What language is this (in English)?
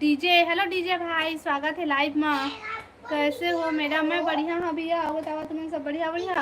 Chhattisgarhi